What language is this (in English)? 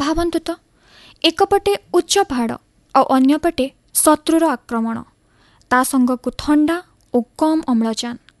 Odia